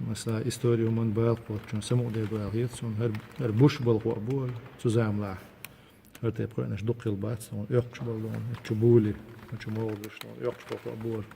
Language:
Chechen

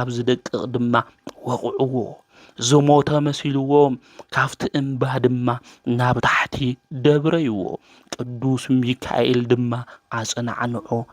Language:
Tigrinya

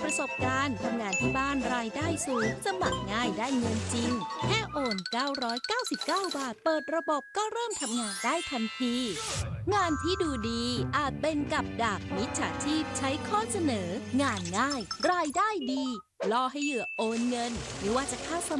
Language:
Thai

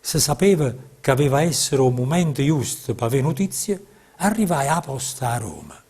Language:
Neapolitan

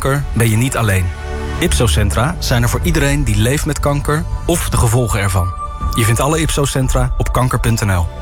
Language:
Dutch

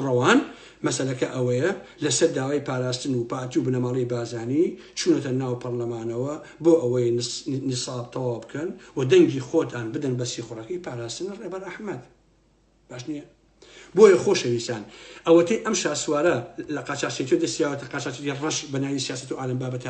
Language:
Central Kurdish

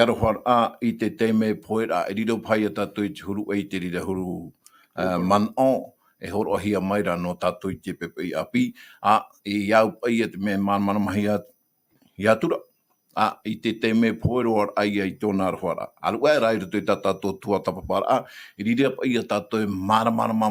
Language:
Tahitian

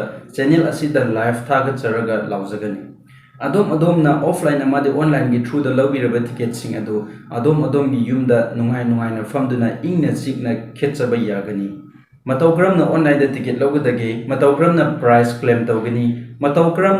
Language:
Manipuri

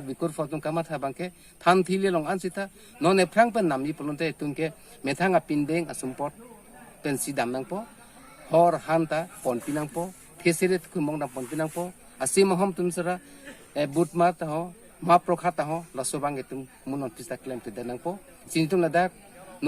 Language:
Karbi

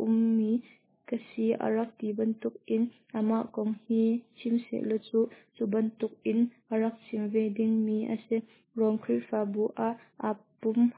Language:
Hakha Chin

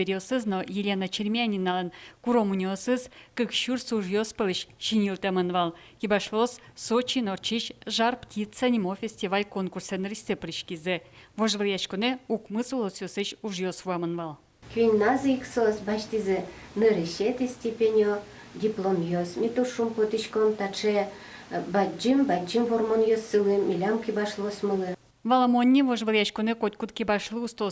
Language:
Udmurt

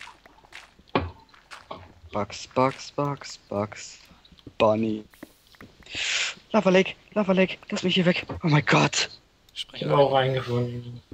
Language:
German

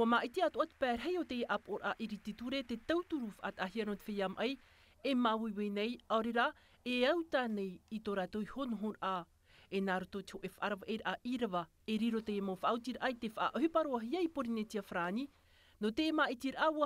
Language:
Tahitian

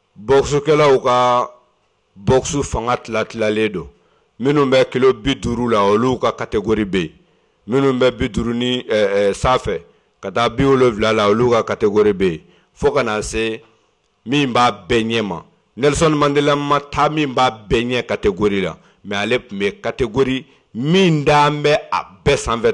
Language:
Bambara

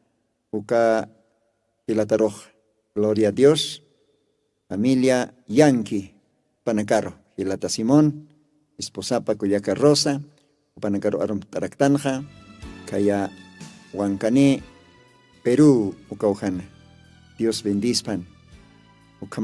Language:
Aymara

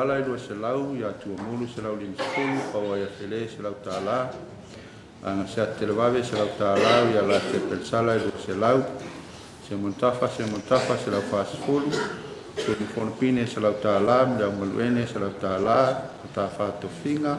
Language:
Samoan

